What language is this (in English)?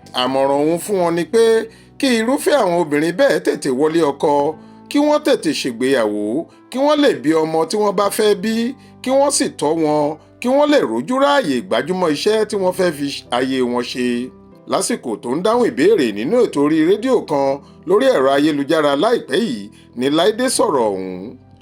Yoruba